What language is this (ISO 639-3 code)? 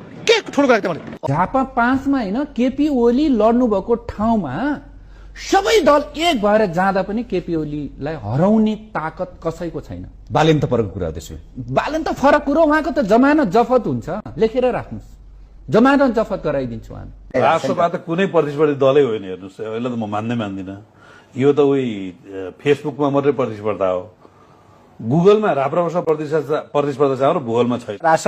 nep